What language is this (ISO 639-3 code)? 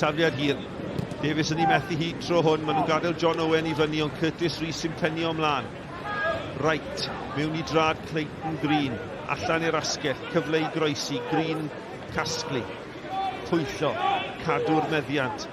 cym